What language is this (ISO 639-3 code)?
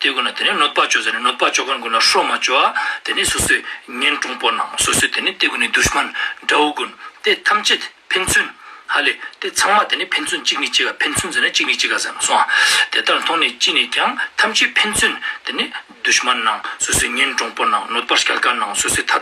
lbj